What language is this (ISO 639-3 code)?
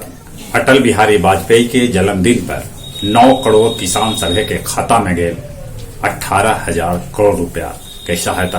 mag